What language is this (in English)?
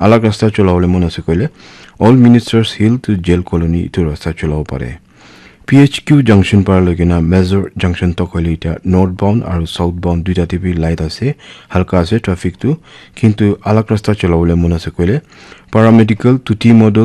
Naga Pidgin